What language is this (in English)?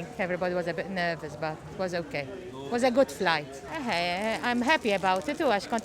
Maltese